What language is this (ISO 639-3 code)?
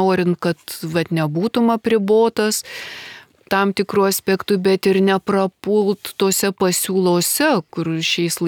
lit